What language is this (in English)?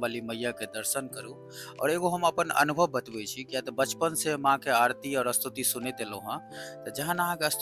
Maithili